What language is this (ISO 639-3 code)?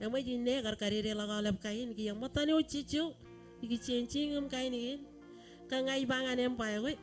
mah